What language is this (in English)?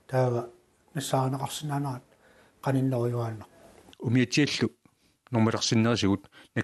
Kalaallisut